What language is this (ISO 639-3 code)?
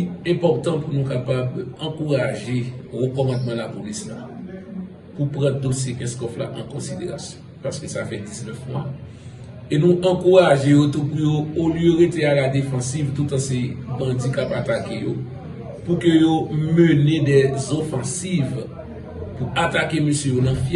hat